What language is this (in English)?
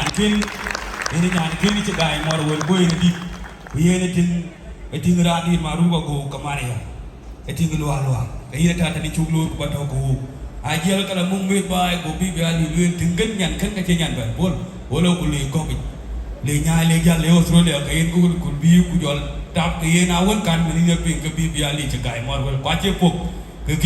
Dinka